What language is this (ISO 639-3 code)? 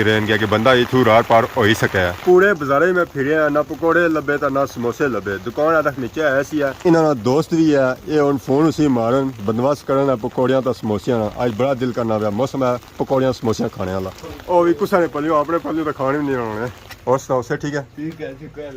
phr